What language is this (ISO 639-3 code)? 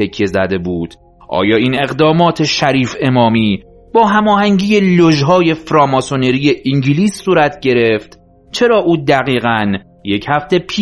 fas